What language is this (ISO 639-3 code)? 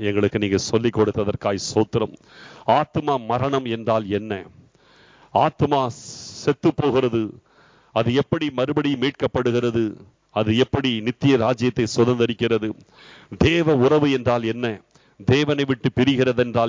tam